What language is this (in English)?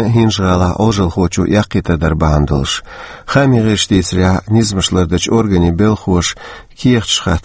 Chechen